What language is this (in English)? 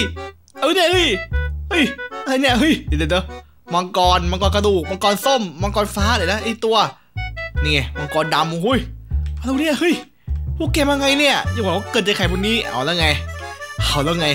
Thai